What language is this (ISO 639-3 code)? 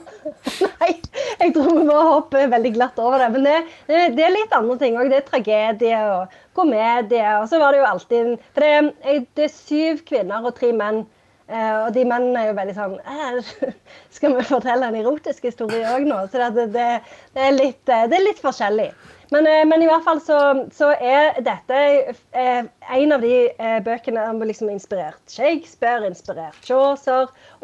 nor